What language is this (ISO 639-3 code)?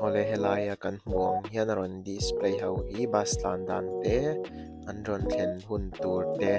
lus